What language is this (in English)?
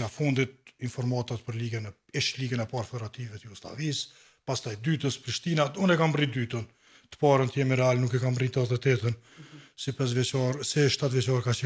Albanian